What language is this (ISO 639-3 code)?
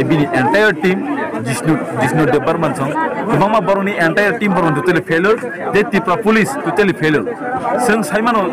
trp